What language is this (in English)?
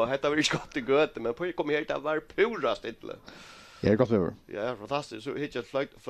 Faroese